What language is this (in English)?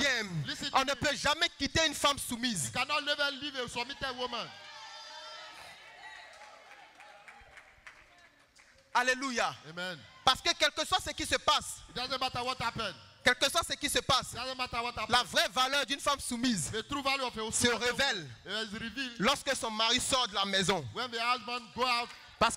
French